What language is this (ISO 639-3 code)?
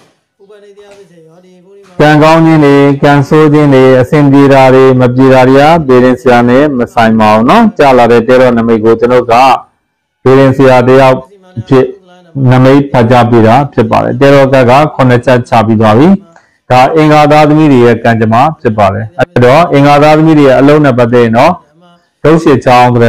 mya